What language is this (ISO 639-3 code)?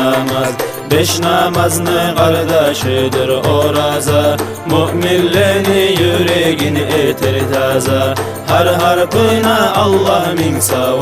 kum